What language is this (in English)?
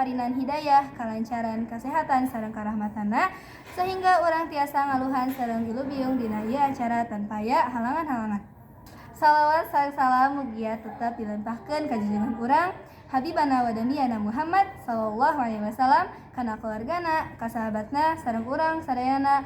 Sundanese